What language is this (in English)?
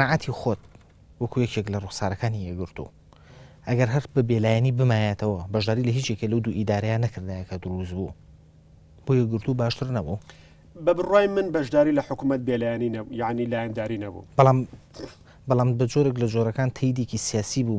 Central Kurdish